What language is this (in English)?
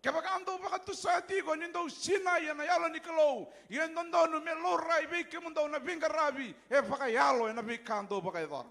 Fijian